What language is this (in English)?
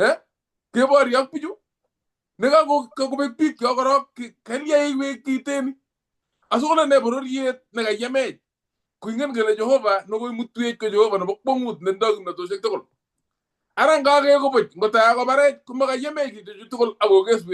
Kalenjin